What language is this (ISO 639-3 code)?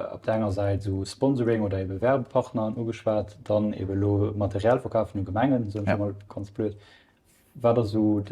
ltz